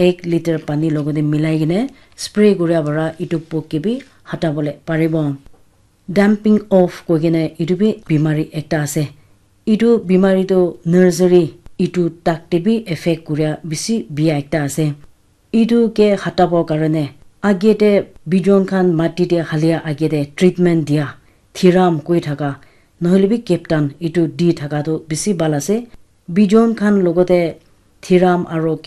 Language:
Naga Pidgin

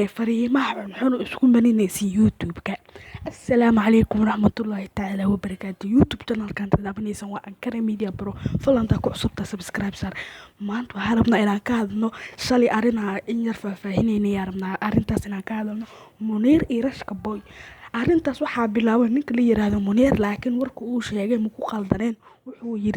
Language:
Somali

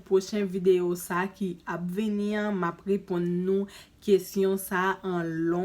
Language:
Haitian Creole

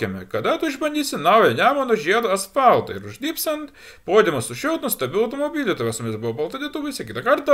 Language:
Lithuanian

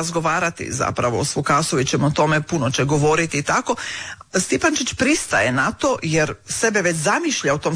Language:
Croatian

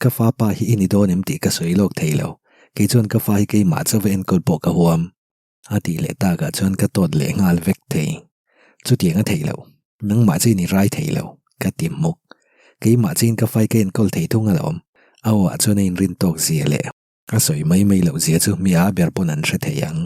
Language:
Mizo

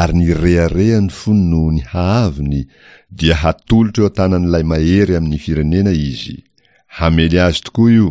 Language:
Malagasy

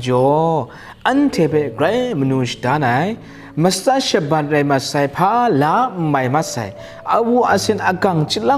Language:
Kachin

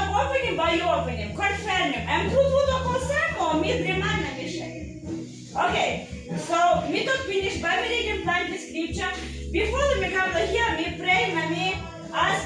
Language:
Tok Pisin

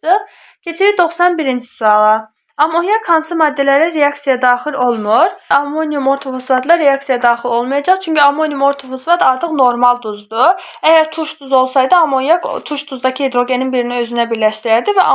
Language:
Azerbaijani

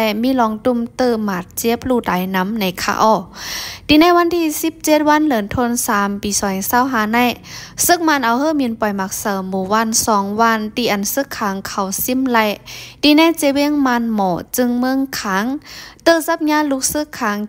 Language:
Shan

